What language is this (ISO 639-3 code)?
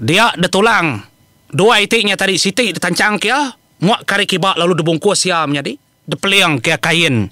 iba